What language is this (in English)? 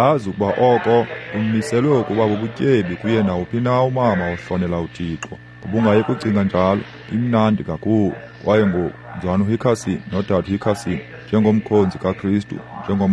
Xhosa